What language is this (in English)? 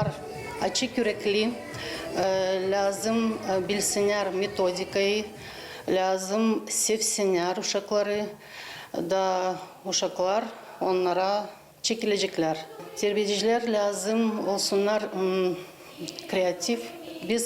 Gagauz